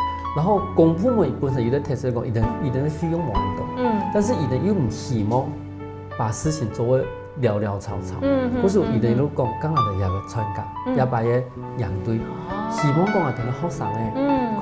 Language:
Hakka Chinese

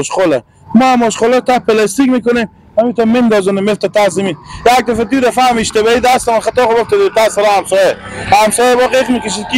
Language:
Persian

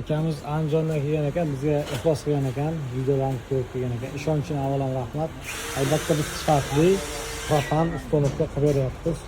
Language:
Uzbek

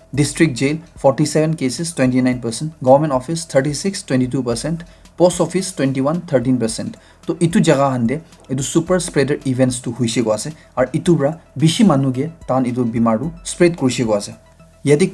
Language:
Naga Pidgin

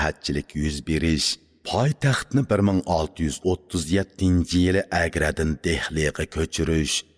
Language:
Uyghur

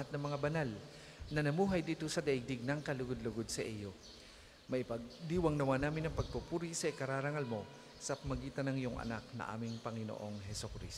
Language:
Filipino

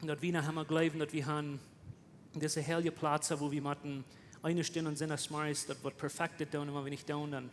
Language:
Plautdietsch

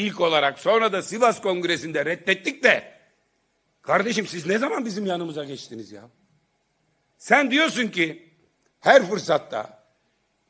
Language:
Turkish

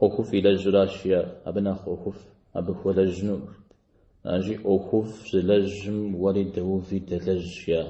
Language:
Kabardian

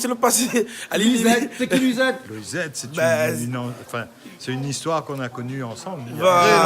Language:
Réunion Creole French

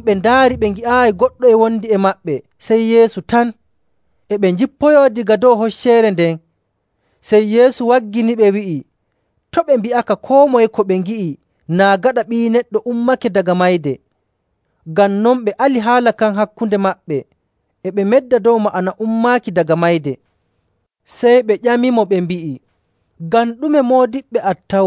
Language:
Nigerian Fulfulde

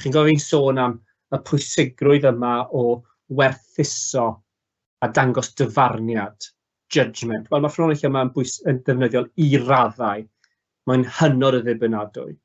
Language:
Welsh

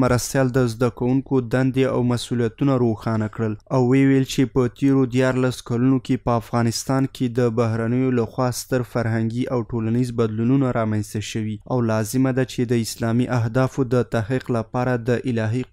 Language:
Pashto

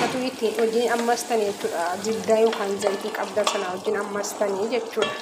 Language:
Oromo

